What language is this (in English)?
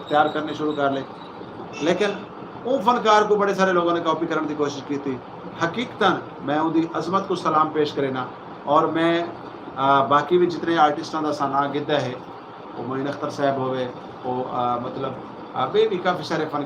Saraiki